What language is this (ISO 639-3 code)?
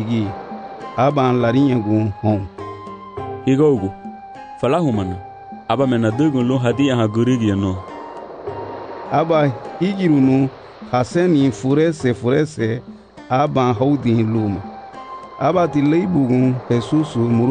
cab